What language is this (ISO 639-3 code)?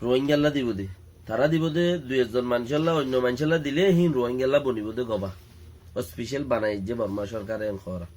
rhg